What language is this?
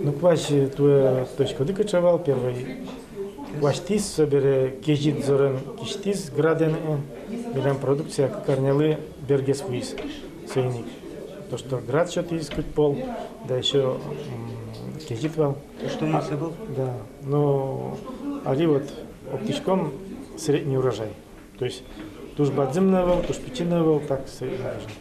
Udmurt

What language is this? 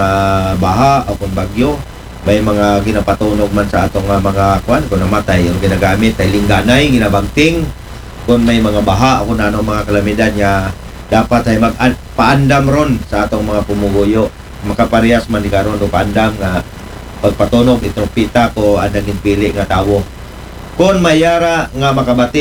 Aklanon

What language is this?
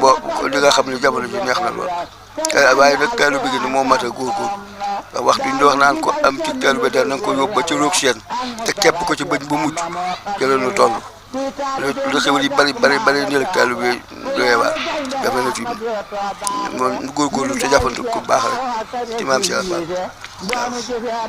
Wolof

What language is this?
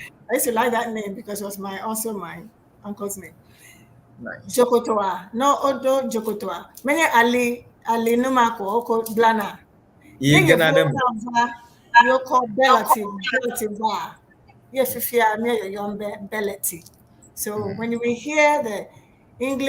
Ewe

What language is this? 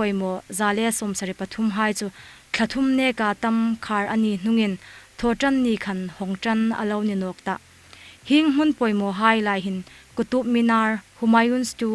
Hmar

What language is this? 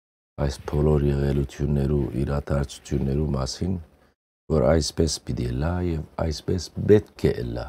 Western Armenian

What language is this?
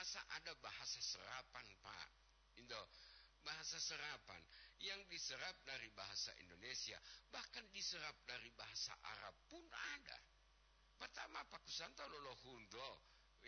Gorontalo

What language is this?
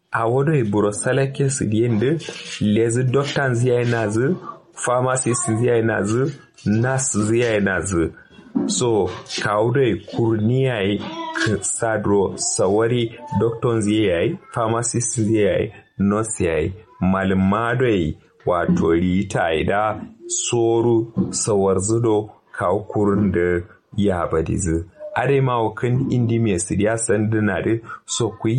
Kanuri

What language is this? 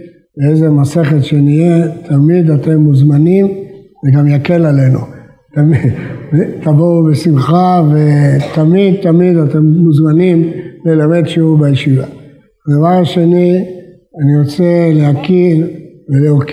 Hebrew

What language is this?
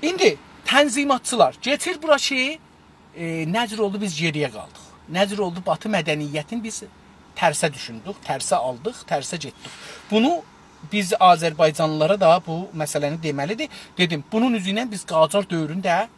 South Azerbaijani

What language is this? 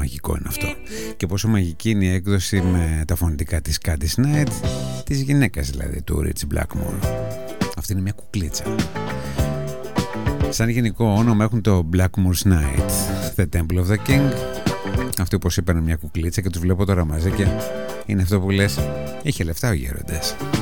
Greek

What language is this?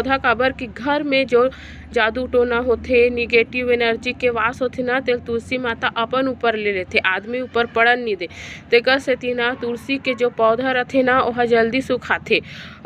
Chhattisgarhi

